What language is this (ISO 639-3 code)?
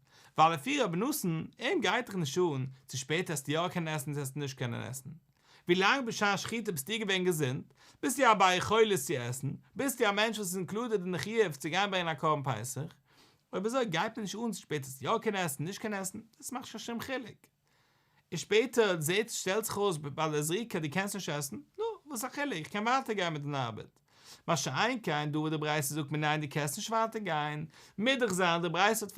yid